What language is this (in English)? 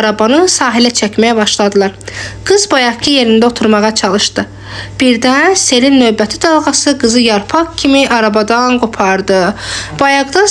Azerbaijani